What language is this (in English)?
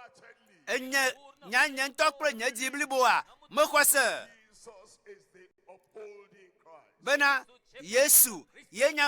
Ewe